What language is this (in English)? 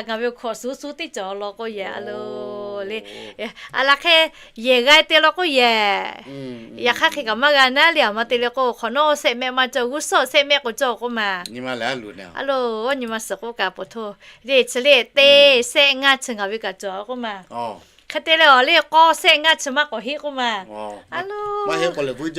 Lahu